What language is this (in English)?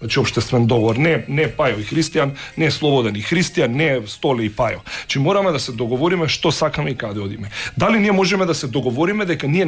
Macedonian